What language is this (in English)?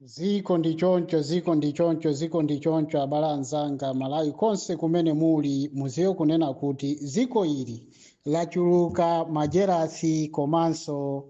Nyanja